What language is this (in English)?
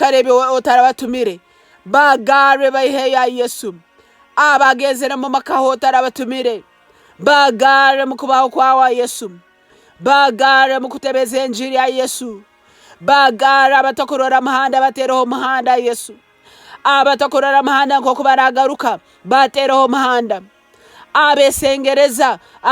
Nyankole